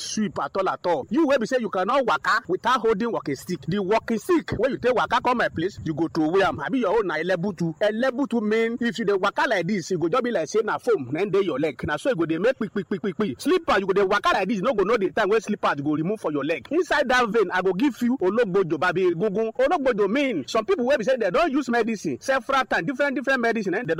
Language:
Nigerian Pidgin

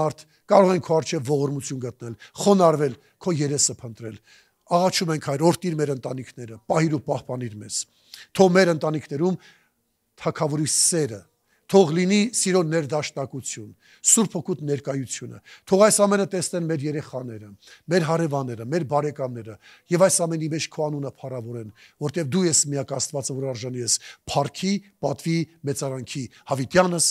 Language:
Armenian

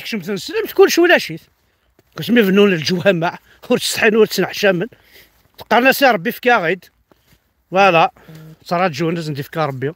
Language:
Kabyle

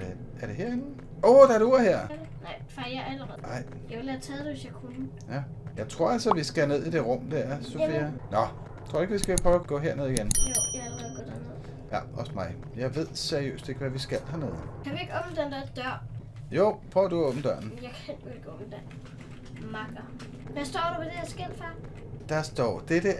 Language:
Danish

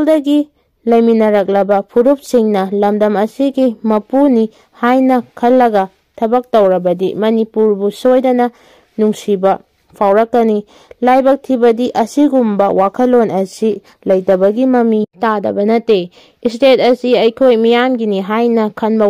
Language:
Manipuri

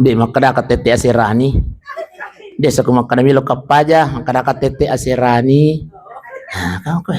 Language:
Buginese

